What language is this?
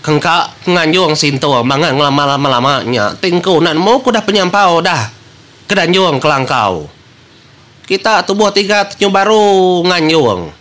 Iban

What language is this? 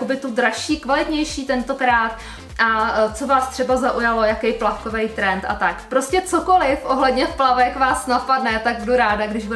Czech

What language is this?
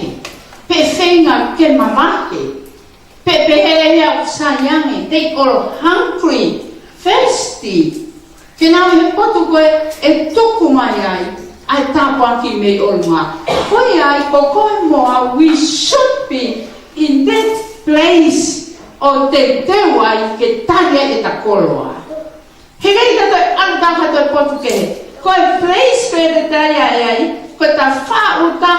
Tongan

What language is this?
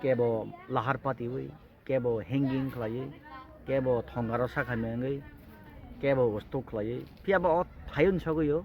Kok Borok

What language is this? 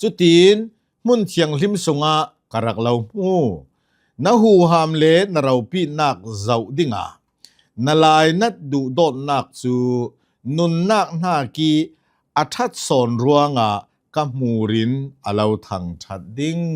Hakha Chin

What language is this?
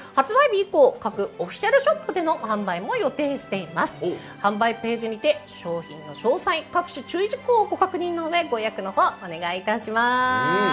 Japanese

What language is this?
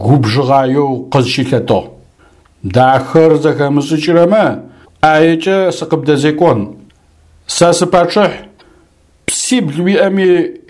Adyghe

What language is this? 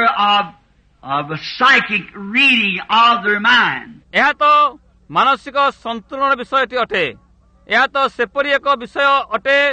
Odia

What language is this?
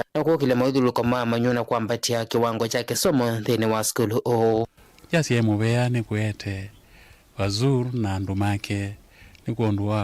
Kamba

